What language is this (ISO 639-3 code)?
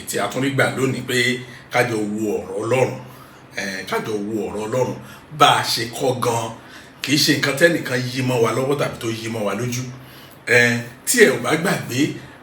yor